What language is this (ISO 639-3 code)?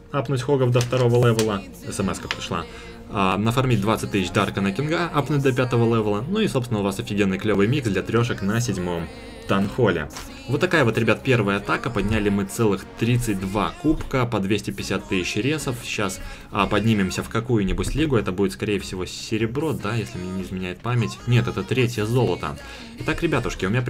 rus